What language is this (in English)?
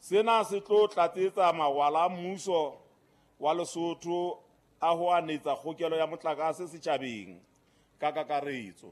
Southern Sotho